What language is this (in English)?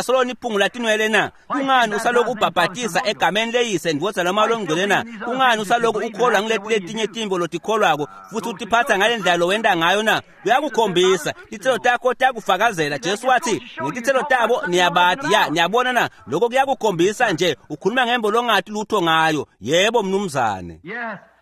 Swati